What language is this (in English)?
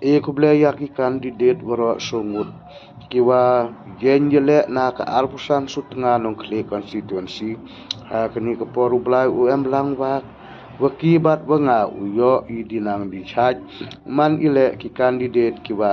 Khasi